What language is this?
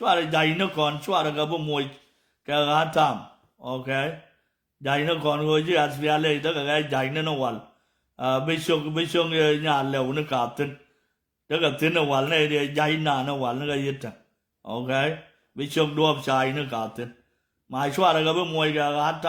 Nuer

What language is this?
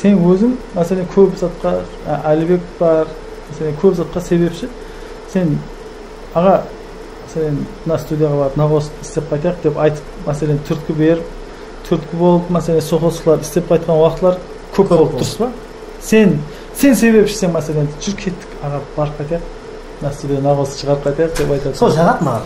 Kara-Kalpak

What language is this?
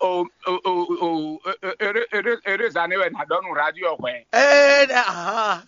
Fon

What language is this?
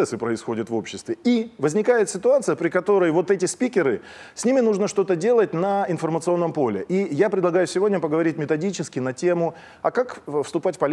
Russian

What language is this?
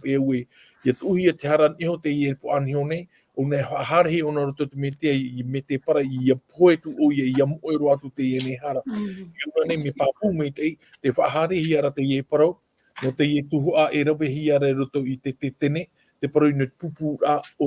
Tahitian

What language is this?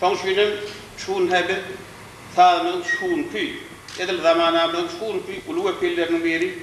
Turkmen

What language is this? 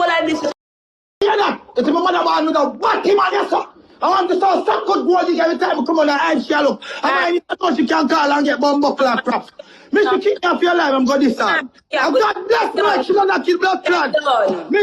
Jamaican Creole English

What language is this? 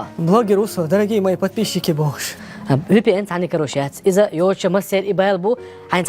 Chechen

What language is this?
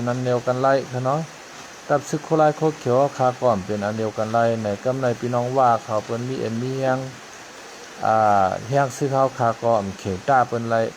Shan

